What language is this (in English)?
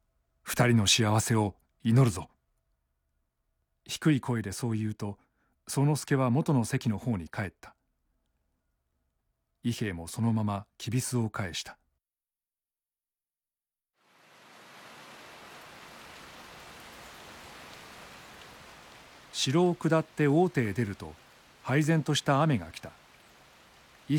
Japanese